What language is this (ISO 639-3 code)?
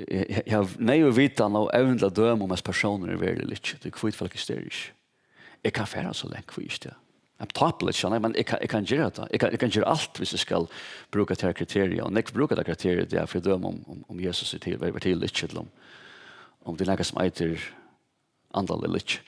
fao